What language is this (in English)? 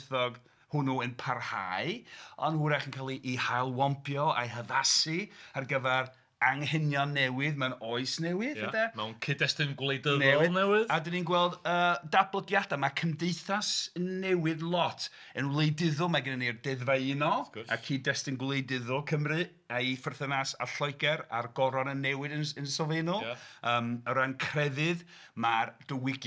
Welsh